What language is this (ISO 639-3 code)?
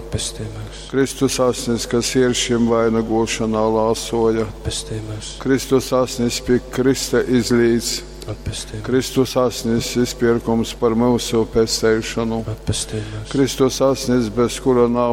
ltg